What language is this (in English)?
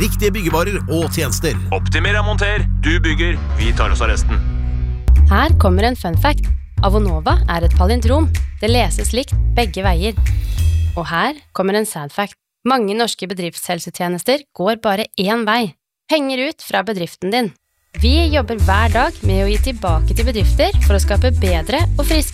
Norwegian